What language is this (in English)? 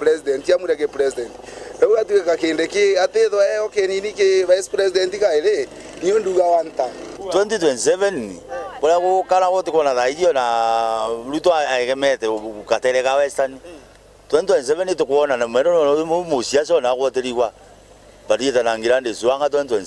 Meru